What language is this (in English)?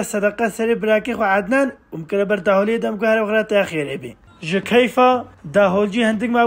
Kurdish